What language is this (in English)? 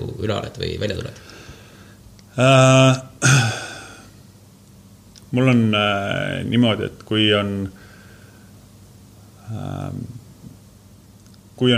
Estonian